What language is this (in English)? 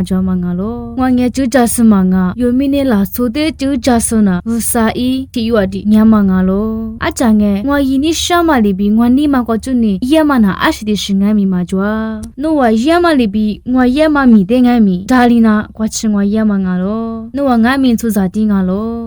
Lisu